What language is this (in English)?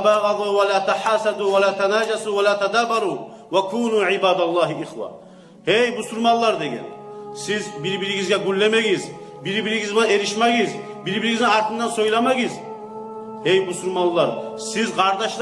Kumyk